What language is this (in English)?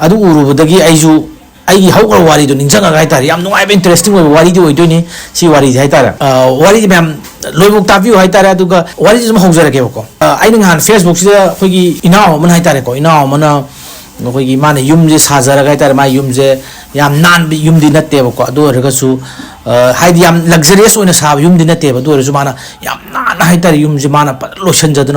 Manipuri